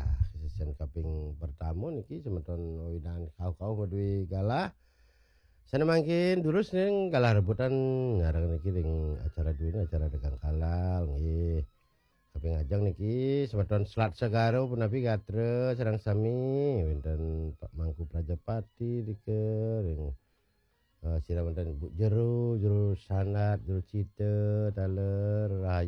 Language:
Balinese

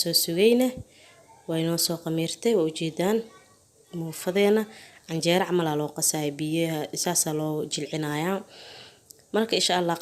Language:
Somali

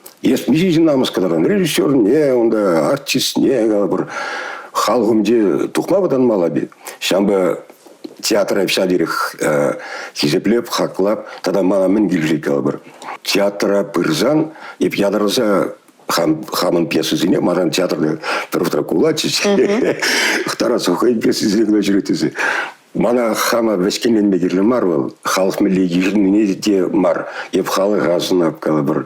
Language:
Chuvash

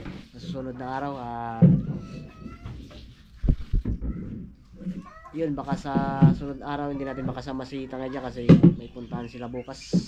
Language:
Filipino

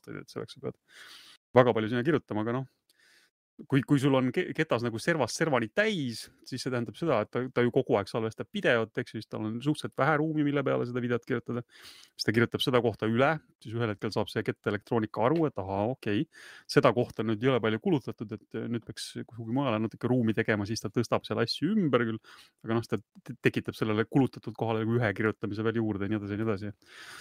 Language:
Estonian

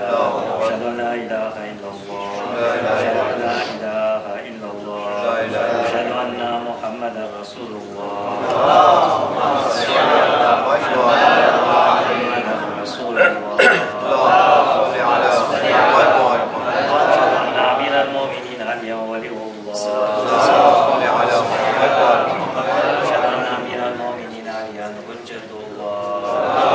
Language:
Urdu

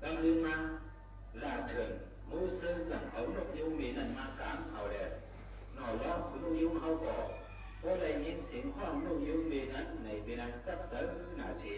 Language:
Shan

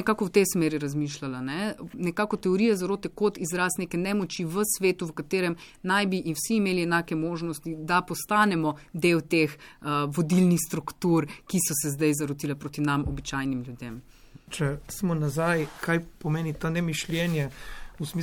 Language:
Slovenian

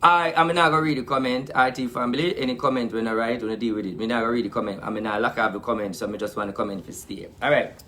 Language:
Jamaican Creole English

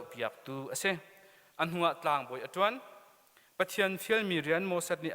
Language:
Hakha Chin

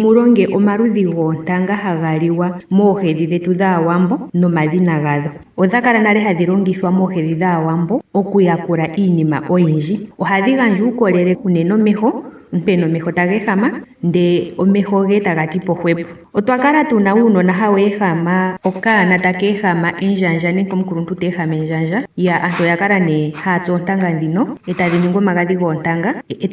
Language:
Ndonga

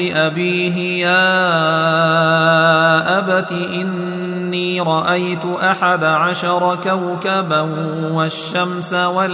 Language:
Arabic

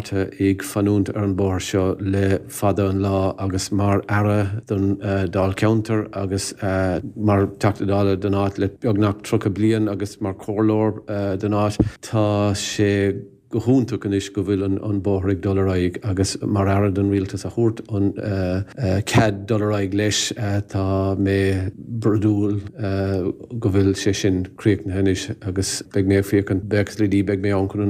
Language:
Irish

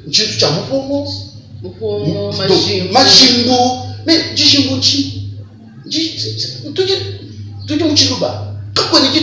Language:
Luba-Lulua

